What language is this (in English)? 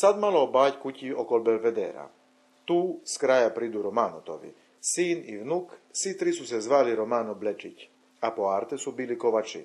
Chakavian